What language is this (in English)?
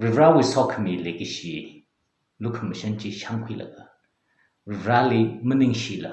Tangkhul Naga (India)